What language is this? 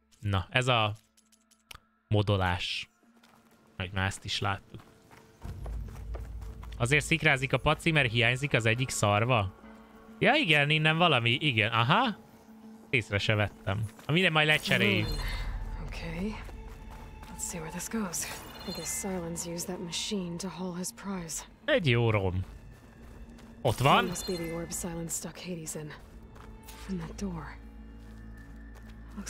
Hungarian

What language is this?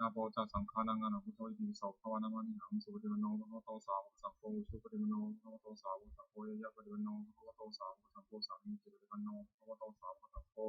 Pali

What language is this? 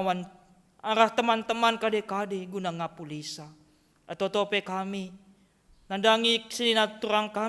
Batak Karo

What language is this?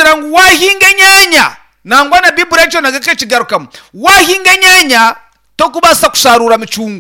Nyankole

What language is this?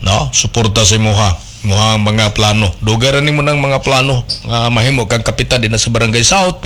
Cebuano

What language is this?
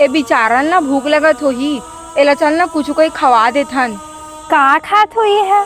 Chhattisgarhi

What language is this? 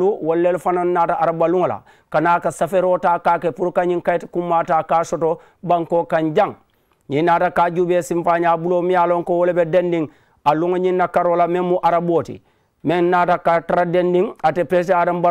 Mandingo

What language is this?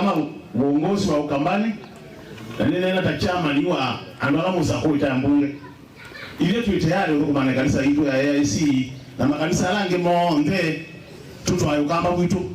Kamba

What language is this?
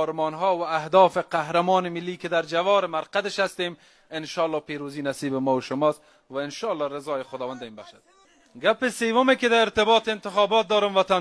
Persian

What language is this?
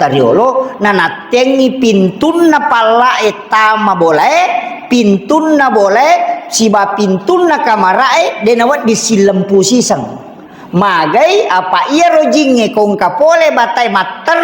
Buginese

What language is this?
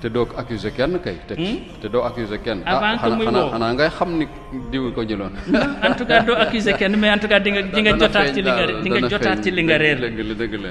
Wolof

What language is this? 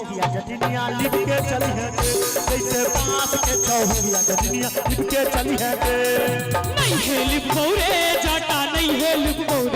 Maithili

